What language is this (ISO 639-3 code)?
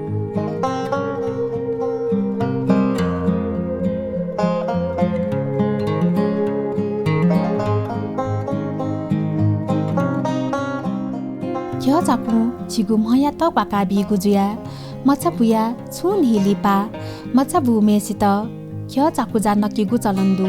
new